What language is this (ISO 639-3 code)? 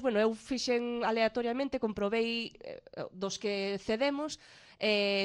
glg